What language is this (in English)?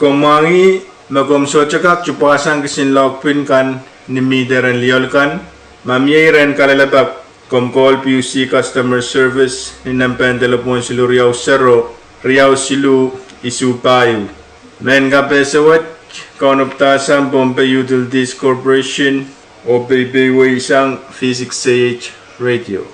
Pohnpeian